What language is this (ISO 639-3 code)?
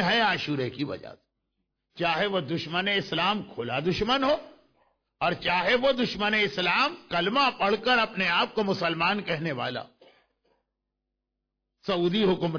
urd